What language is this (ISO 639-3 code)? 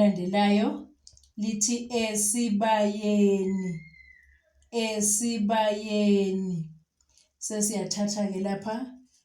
zul